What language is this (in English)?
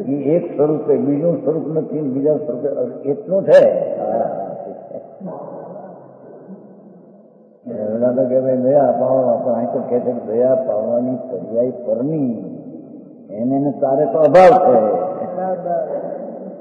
Gujarati